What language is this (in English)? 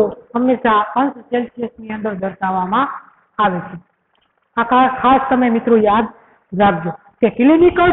Gujarati